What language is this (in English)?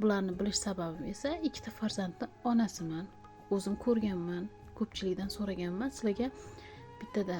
Uzbek